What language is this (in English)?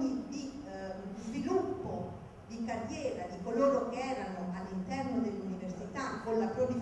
Italian